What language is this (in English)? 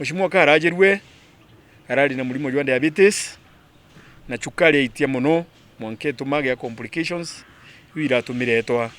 Meru